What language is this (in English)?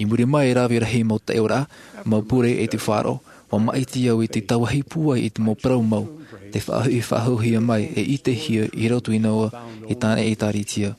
Tahitian